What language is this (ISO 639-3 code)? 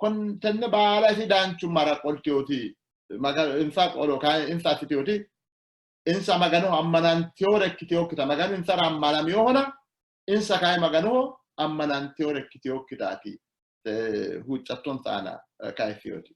sid